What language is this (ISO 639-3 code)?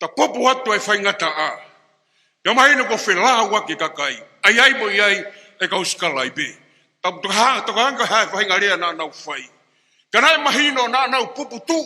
ton